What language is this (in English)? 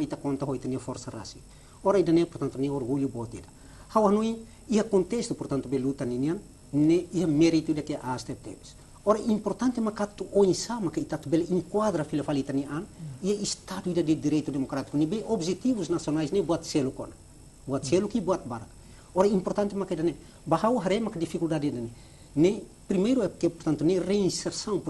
Tetum